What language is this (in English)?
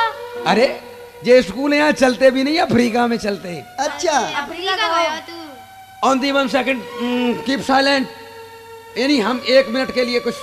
Haryanvi